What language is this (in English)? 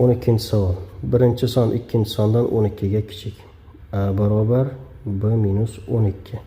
Uzbek